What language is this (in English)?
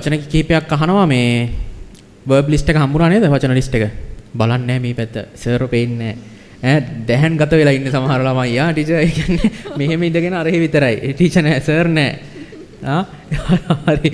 Sinhala